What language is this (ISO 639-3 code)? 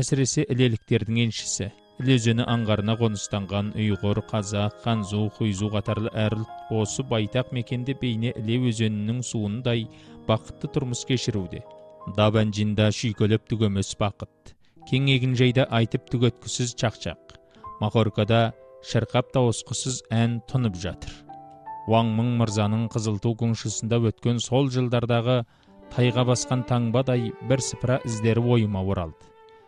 kaz